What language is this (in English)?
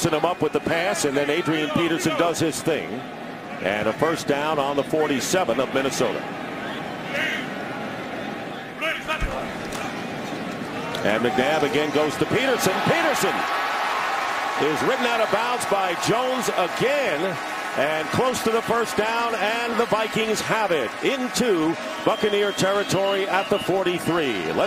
English